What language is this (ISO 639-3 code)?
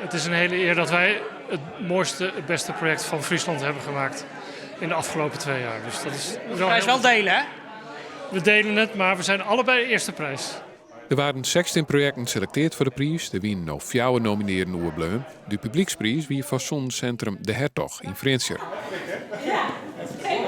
fry